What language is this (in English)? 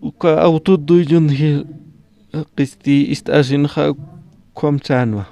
Aymara